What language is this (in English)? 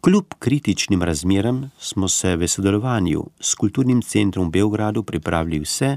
Slovenian